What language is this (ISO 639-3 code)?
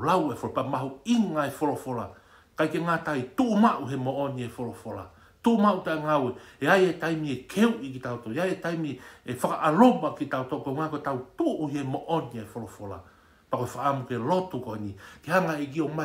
ton